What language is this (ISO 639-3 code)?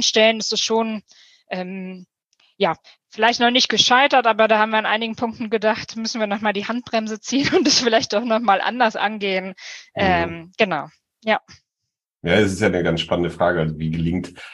deu